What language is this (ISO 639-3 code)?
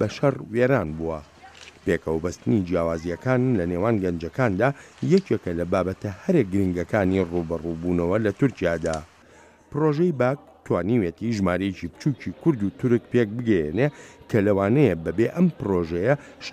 ckb